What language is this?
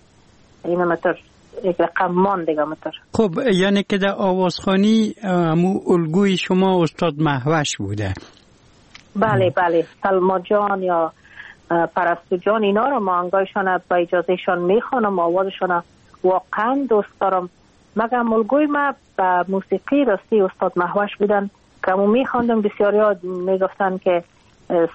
Persian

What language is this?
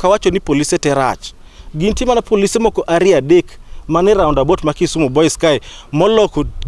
Luo (Kenya and Tanzania)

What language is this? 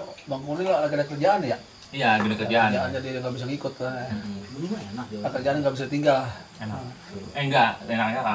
Betawi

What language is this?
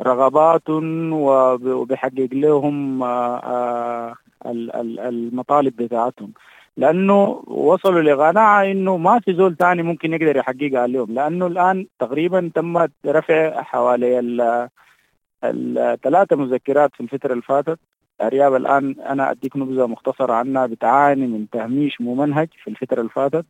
Sudanese Arabic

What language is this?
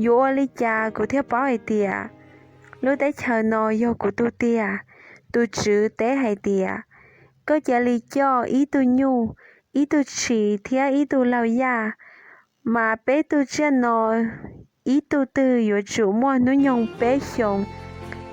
Hmong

